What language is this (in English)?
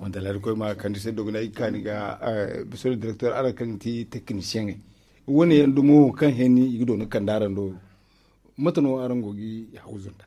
Zarma